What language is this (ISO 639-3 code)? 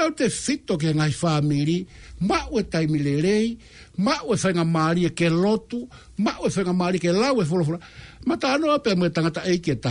ton